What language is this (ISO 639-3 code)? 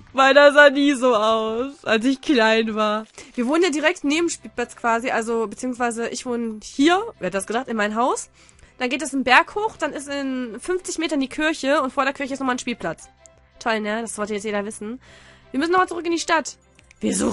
deu